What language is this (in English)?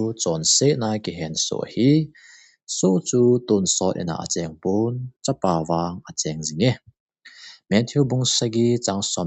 Thado Chin